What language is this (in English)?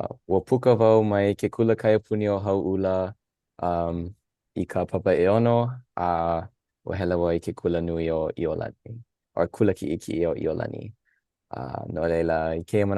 Hawaiian